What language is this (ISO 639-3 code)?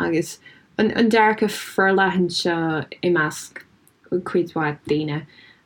gle